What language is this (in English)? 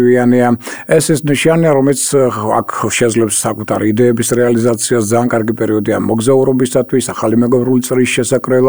Georgian